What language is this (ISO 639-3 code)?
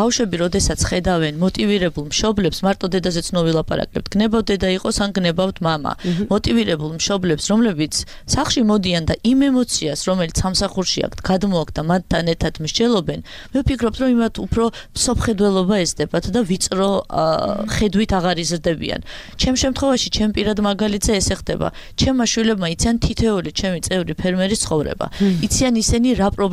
kat